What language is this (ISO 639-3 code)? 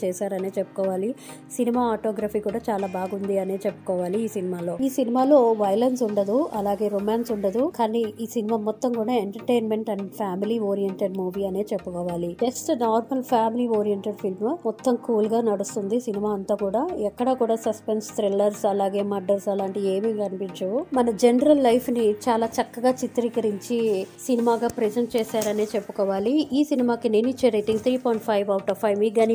tel